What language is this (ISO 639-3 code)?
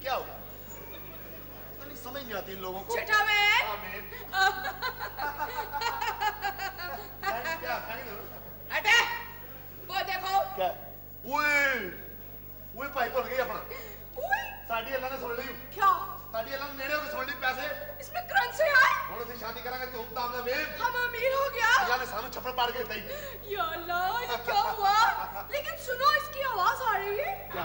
pan